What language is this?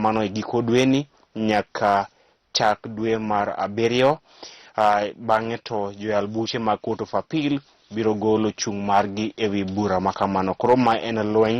Luo (Kenya and Tanzania)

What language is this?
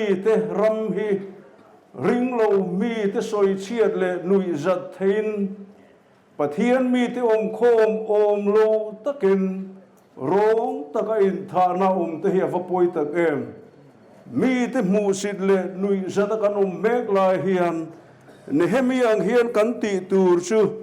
Mizo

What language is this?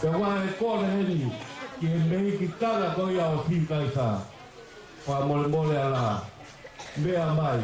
Tongan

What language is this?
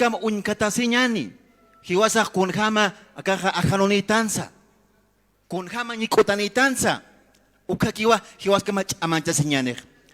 Aymara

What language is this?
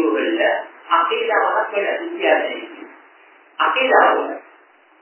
Tamil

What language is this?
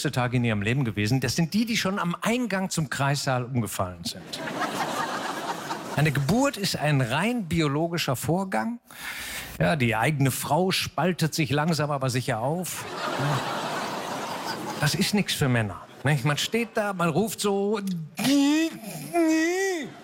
German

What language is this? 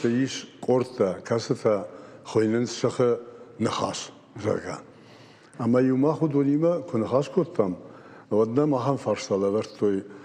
Ossetic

